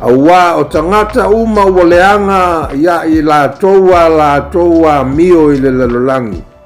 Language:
Samoan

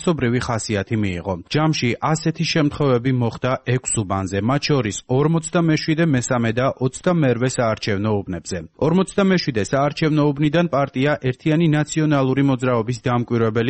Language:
Georgian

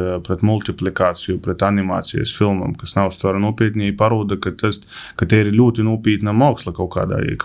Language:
Latvian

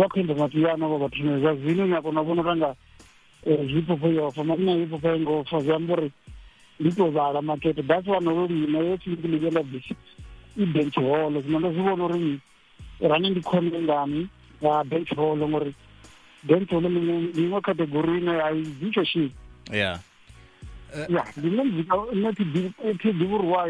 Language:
Venda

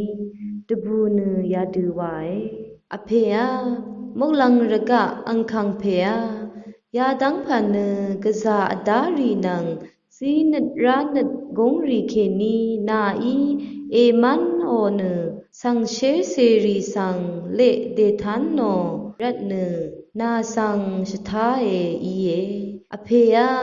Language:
Rawang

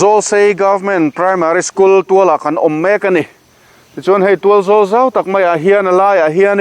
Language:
Mizo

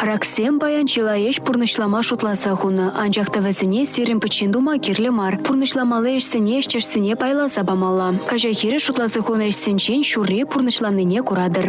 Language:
Chuvash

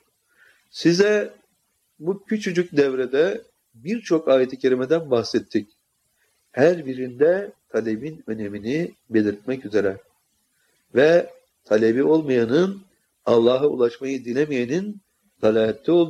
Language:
Turkish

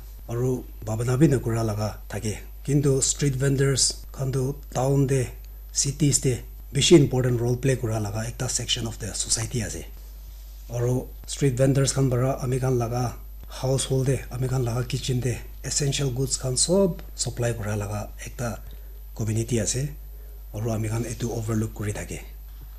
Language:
Naga Pidgin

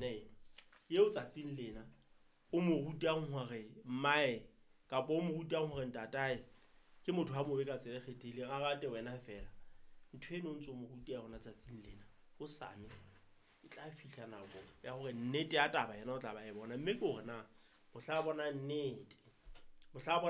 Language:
Southern Sotho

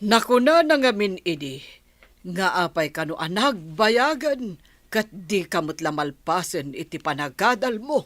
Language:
Iloko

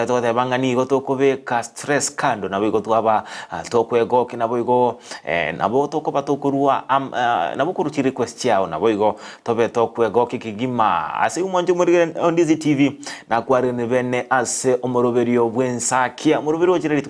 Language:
Gusii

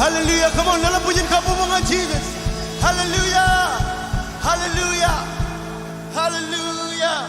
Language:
Marshallese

